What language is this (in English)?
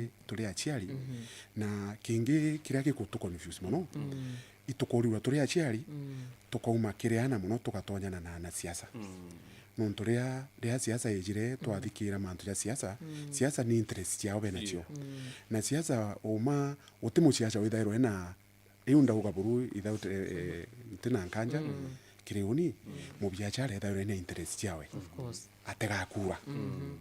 Meru